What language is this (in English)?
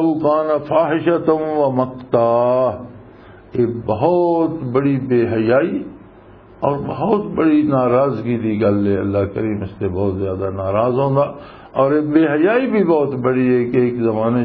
Western Panjabi